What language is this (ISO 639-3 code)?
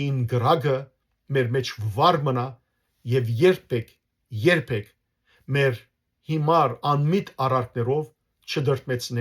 hyw